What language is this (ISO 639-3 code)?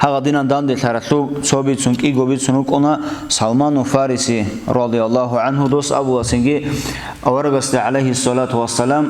ava